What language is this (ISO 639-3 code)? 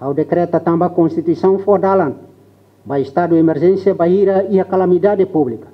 tet